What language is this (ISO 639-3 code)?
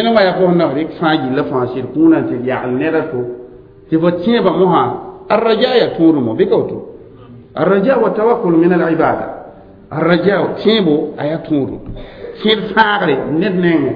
mos